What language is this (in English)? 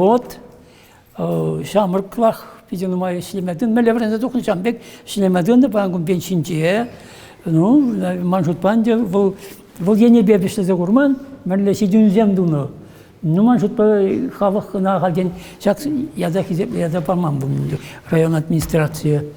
Chuvash